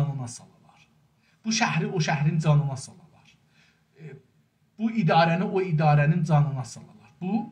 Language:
South Azerbaijani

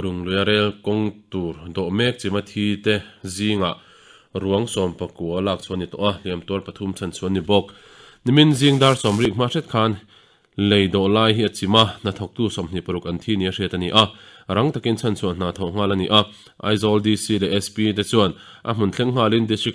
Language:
Mizo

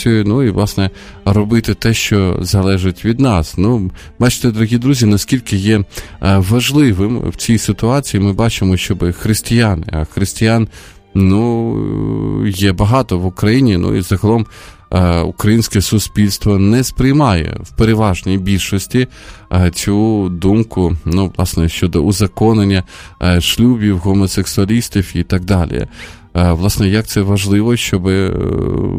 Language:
Ukrainian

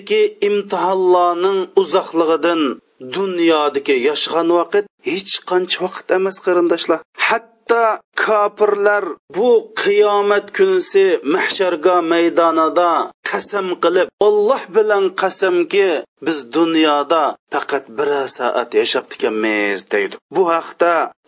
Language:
Uyghur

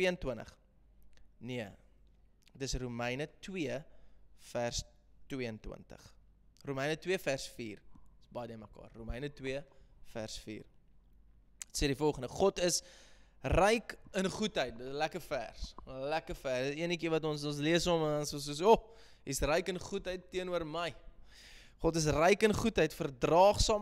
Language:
Afrikaans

